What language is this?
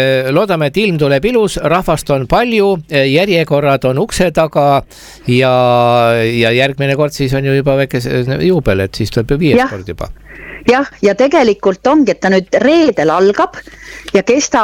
Estonian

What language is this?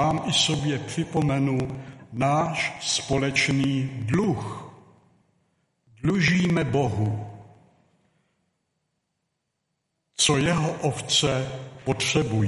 Czech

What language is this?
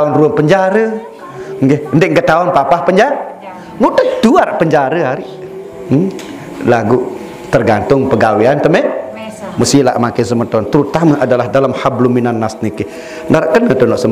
Sasak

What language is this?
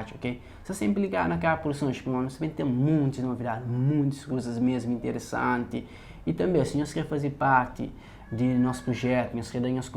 Kabuverdianu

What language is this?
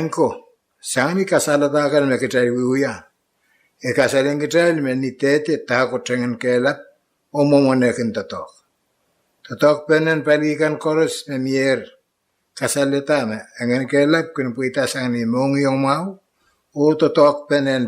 Pohnpeian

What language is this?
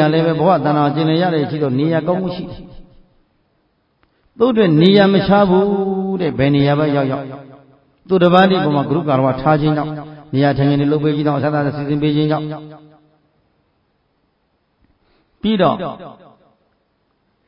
Burmese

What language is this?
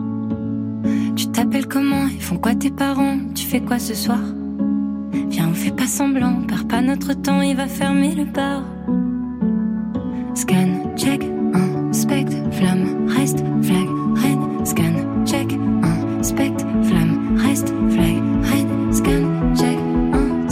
French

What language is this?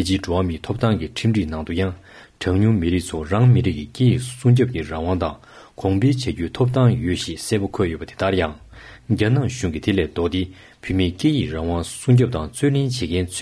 Tibetan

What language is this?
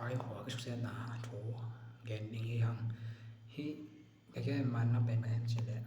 Tedim Chin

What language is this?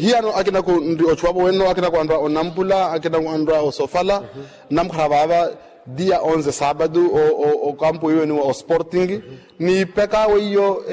Makhuwa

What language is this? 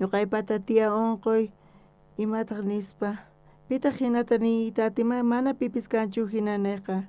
South Bolivian Quechua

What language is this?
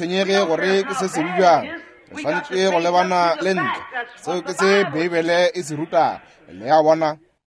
Northern Sotho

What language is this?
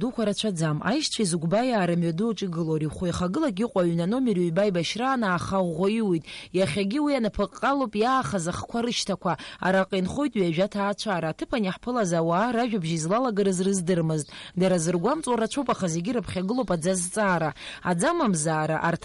Abkhazian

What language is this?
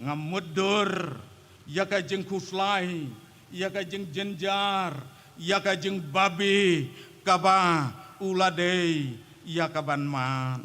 Khasi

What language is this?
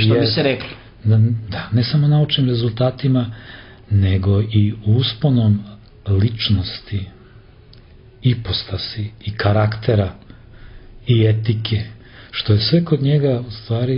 Serbian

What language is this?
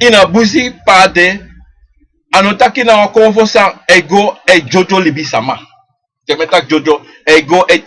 Sranan Tongo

